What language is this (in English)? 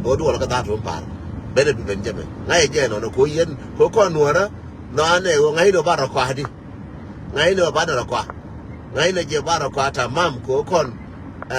Nuer